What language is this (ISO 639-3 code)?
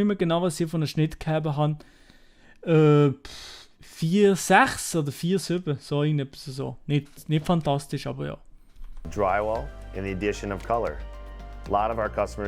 gsw